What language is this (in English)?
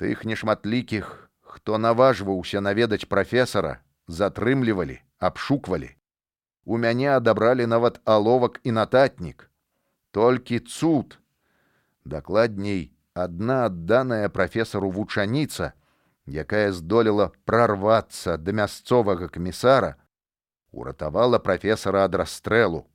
Belarusian